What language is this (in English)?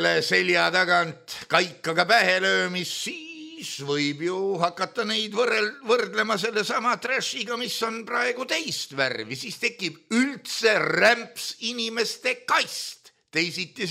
Estonian